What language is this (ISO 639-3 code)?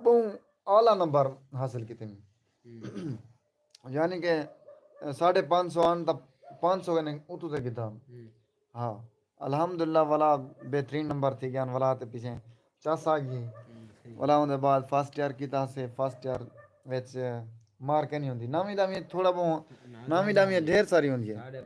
skr